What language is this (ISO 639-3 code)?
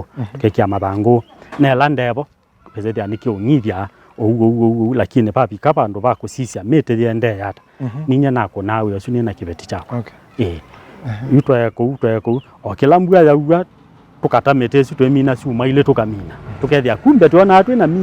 kam